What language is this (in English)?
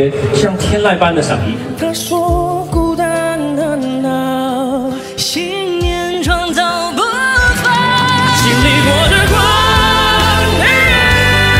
Chinese